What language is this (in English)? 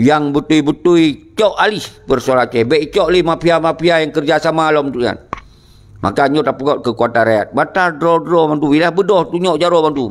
Achinese